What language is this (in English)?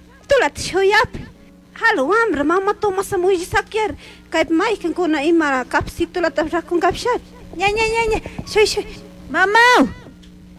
Chimborazo Highland Quichua